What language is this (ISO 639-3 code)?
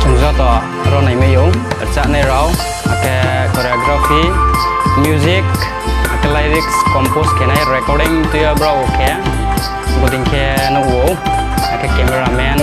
ria